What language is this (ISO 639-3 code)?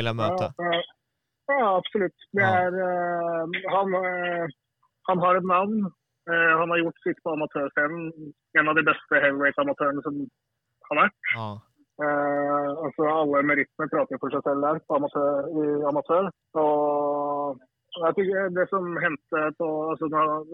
swe